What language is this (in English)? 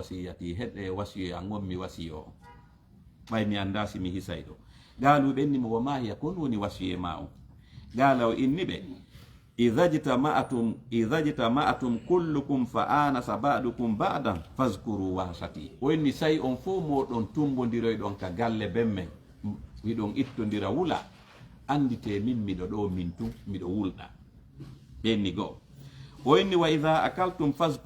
Fula